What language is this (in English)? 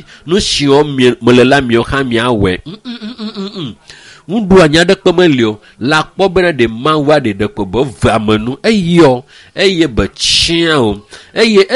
Ewe